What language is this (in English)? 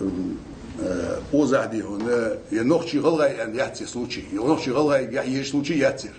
Ingush